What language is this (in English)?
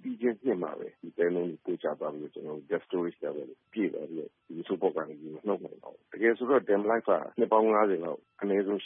Burmese